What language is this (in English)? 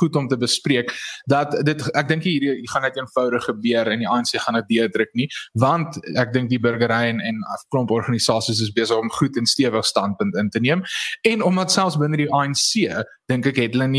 Afrikaans